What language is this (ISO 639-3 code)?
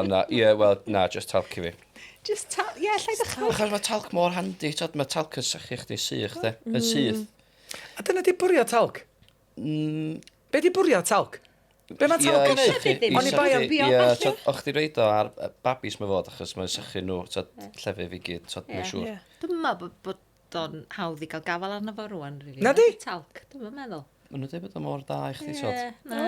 cym